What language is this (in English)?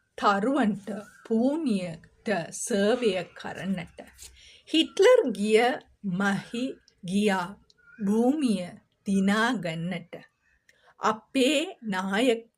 Sinhala